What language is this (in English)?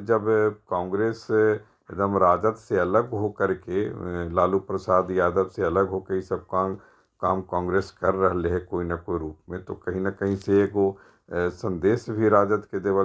Magahi